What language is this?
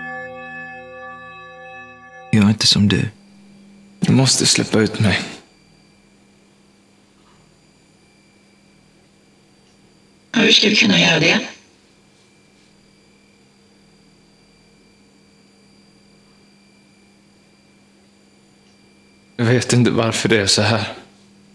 Swedish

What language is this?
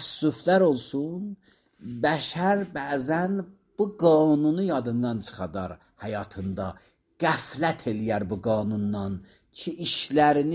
Azerbaijani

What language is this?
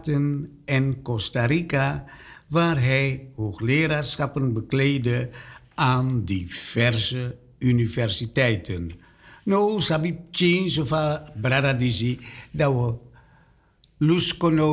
Dutch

